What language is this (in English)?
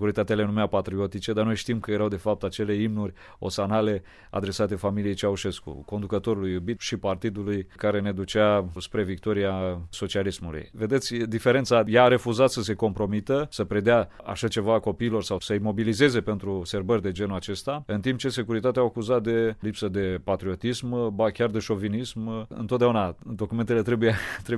Romanian